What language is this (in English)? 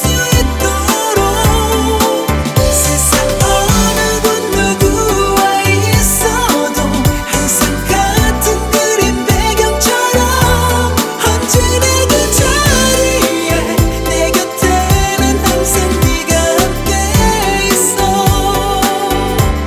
Korean